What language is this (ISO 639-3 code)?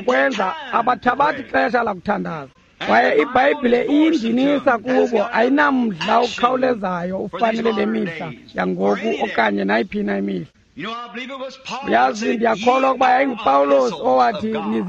xho